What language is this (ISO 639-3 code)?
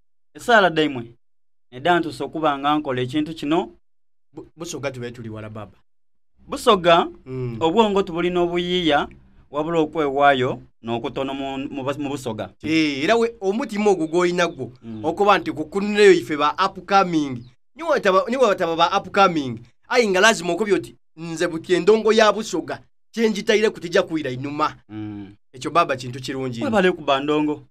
xog